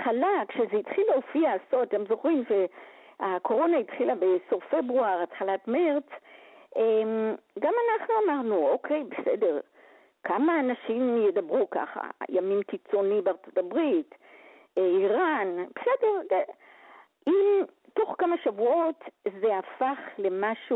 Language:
Hebrew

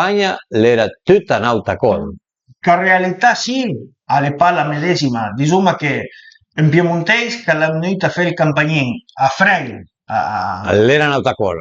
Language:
Piedmontese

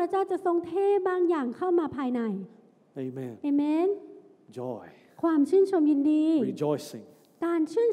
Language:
Thai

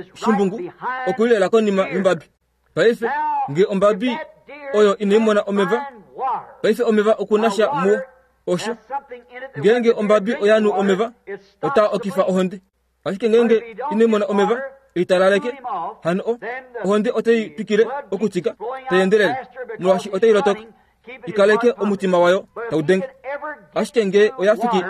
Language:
Kuanyama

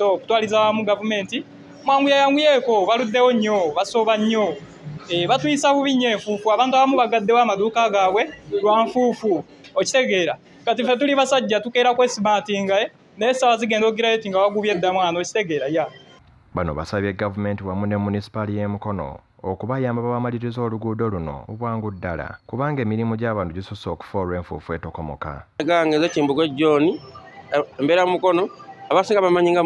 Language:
Ganda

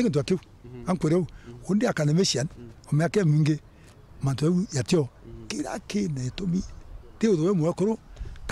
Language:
Meru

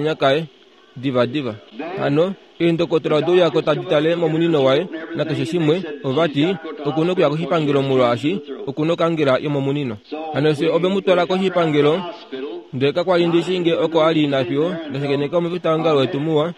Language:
Kuanyama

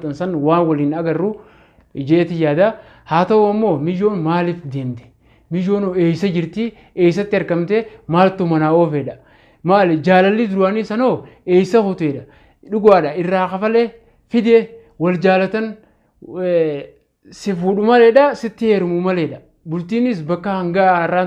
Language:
Oromo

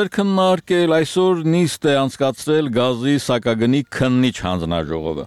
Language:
Armenian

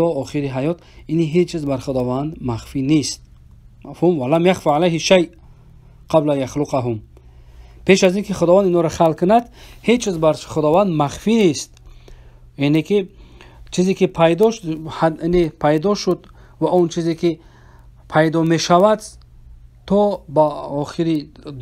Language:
Persian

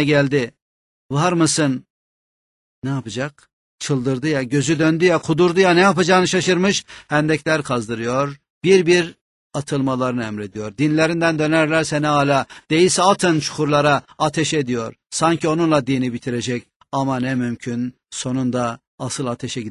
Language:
Turkish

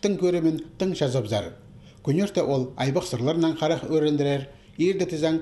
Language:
Khakas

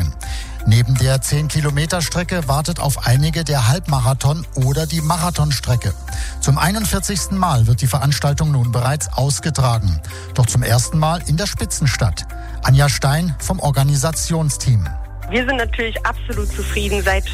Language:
German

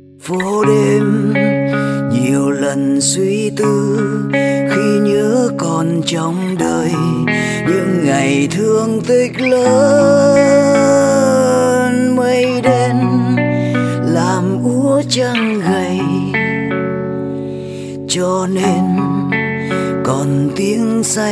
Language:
Vietnamese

